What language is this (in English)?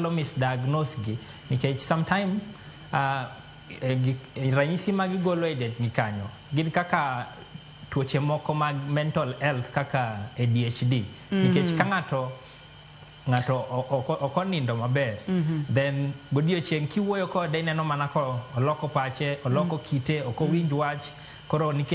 Luo (Kenya and Tanzania)